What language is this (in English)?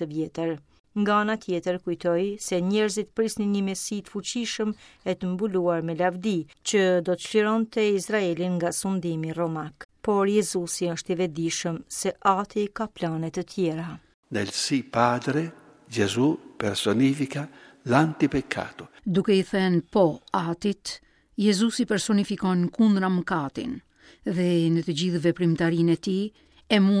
Albanian